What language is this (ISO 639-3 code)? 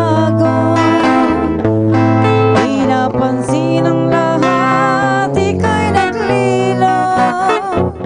fil